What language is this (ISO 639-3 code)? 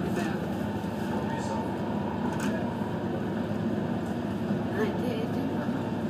dan